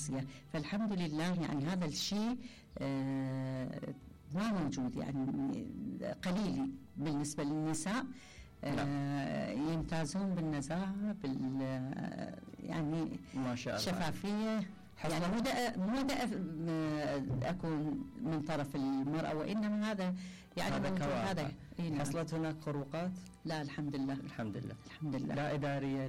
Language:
Mesopotamian Arabic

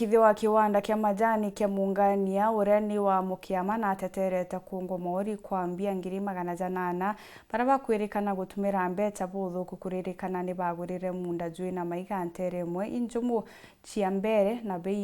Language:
Meru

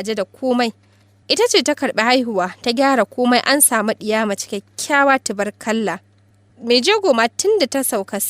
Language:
Hausa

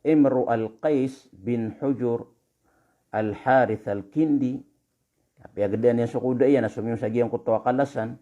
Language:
Maranao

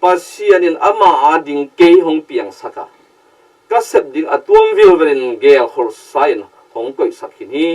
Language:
Tedim Chin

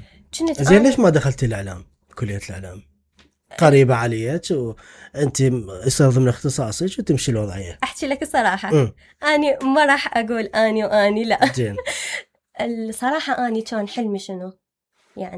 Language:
Mesopotamian Arabic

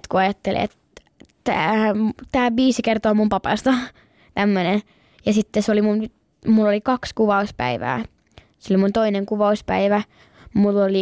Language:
Finnish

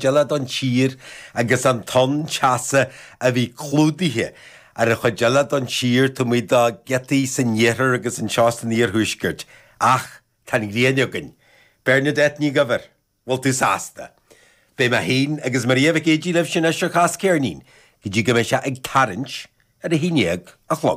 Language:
Irish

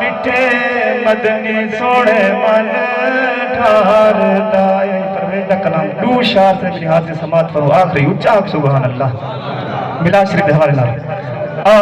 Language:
Saraiki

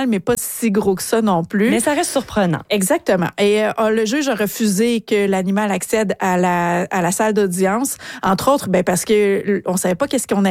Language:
French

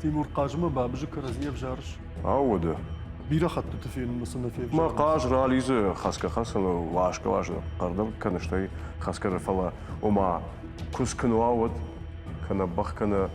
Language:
Ossetic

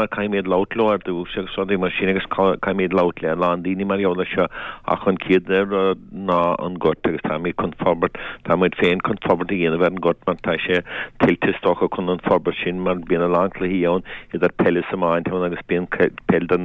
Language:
Irish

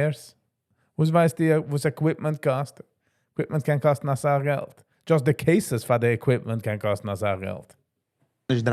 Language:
Yiddish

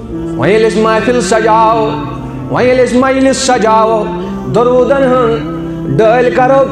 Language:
Kashmiri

